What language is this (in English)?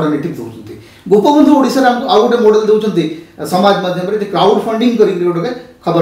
Odia